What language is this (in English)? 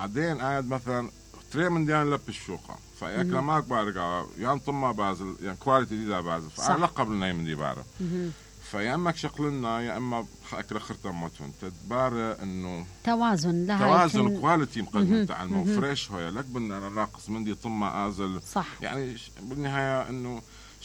Mesopotamian Arabic